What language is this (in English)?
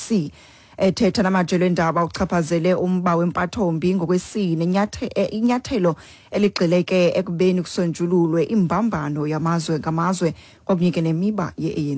Xhosa